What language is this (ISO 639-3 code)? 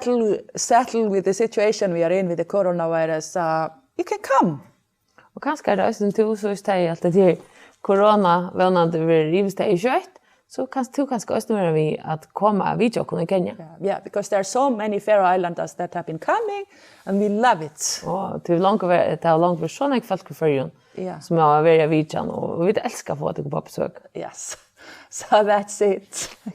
fao